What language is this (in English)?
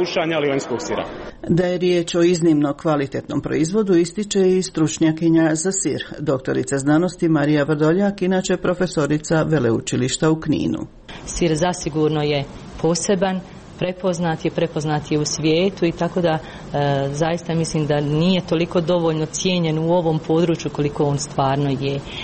Croatian